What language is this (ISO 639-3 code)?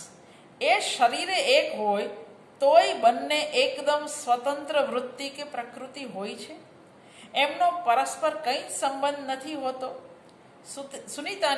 guj